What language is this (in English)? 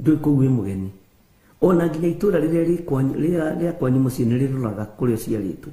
Kikuyu